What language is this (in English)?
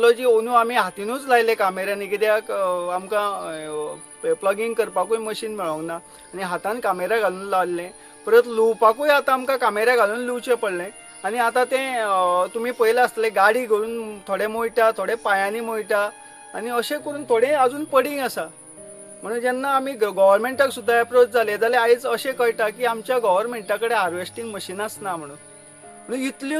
Konkani